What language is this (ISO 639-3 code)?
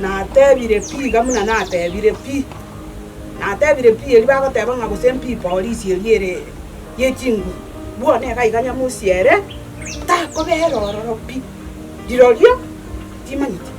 guz